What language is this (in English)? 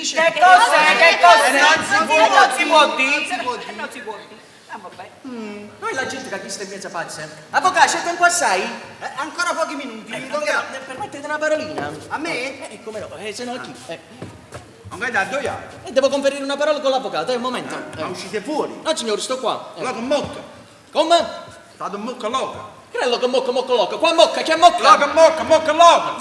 Neapolitan